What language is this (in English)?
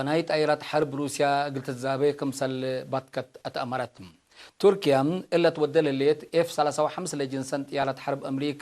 Tigre